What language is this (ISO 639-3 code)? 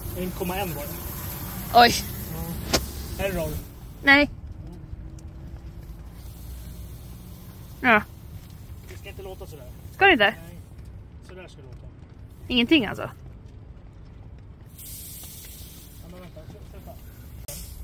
swe